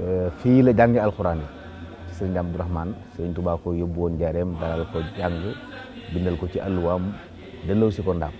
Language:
Wolof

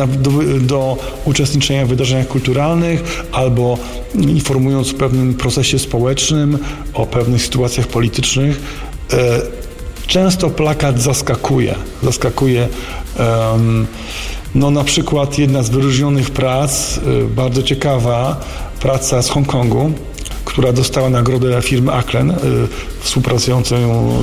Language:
Polish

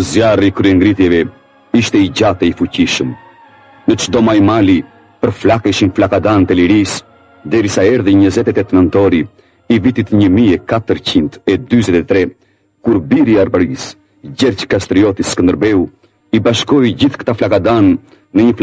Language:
Albanian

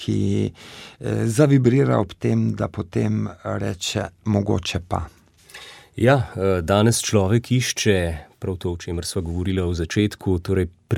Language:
Slovenian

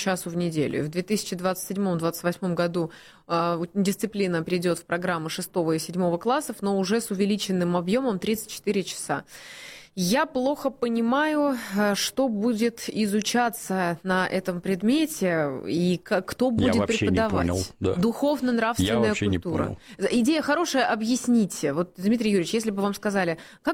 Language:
Russian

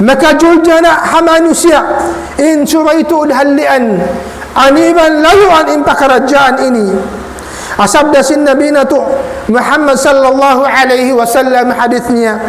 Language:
Tausug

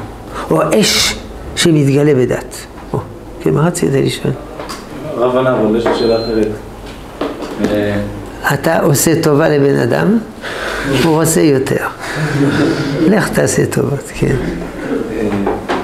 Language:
Hebrew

